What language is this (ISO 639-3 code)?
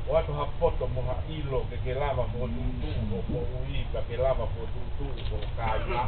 ton